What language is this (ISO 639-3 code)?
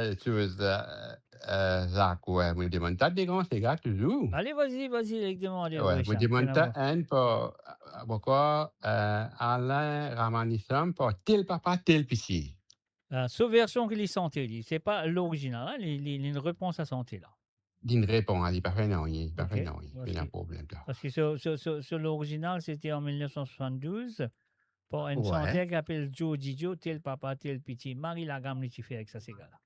mfe